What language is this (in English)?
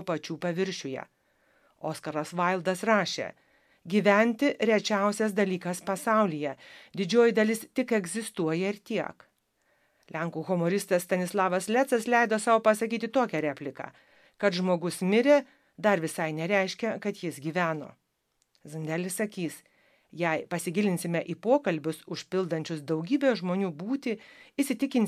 Lithuanian